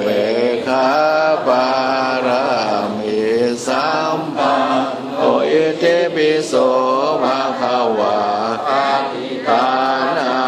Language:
Pali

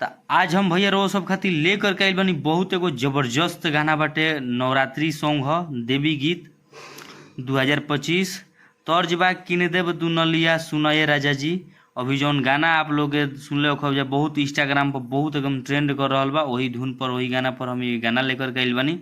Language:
Bhojpuri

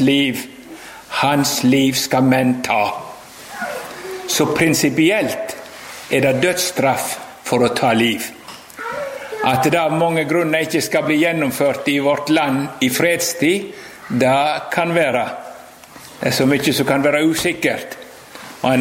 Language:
Norwegian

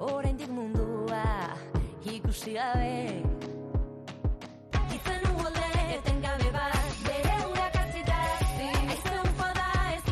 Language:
Basque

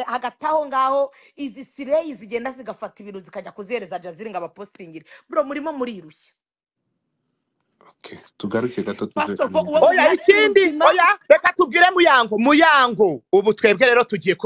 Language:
Kinyarwanda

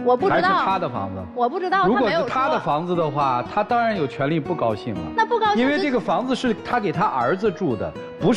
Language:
Chinese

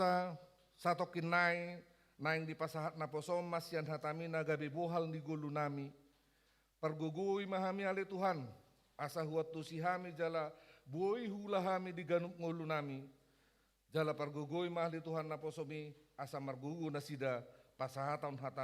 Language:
Batak Toba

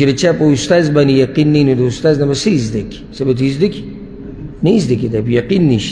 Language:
Pashto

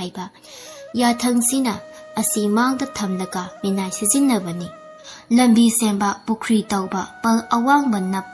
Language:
Manipuri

